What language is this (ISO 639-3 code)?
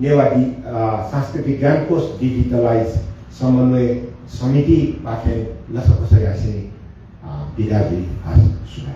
new